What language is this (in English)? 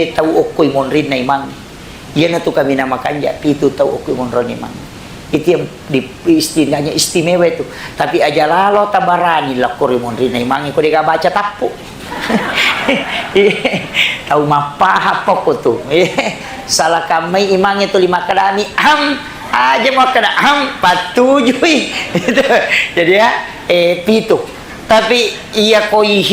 Buginese